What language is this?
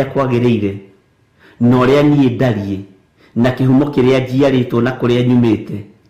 Kikuyu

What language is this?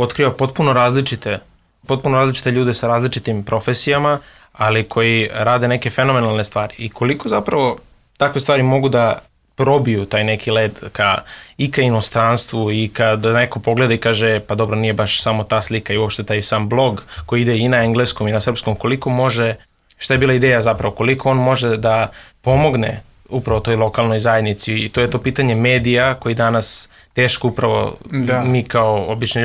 Serbian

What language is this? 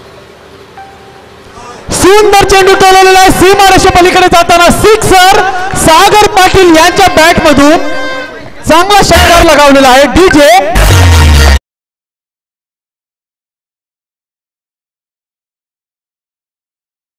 Marathi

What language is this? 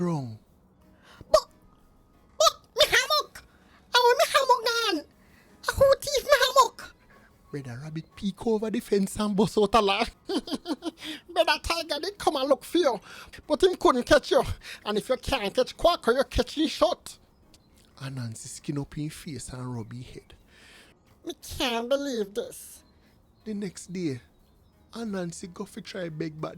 Jamaican Creole English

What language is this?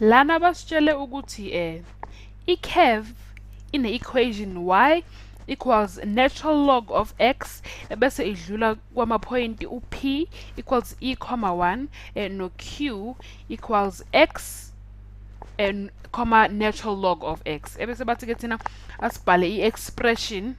Zulu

